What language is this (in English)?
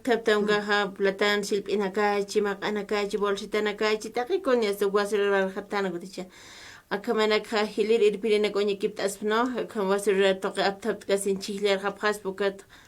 Aymara